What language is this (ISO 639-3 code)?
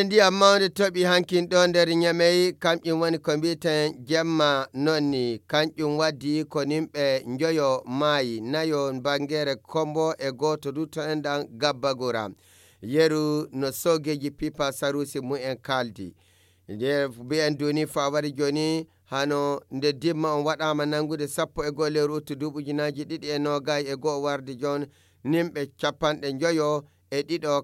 ful